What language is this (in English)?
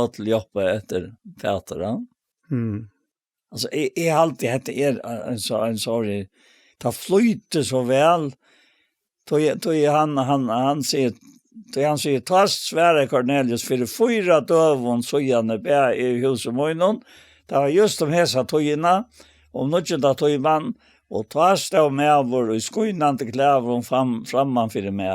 Faroese